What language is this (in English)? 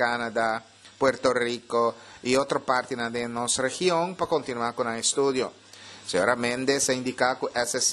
Papiamento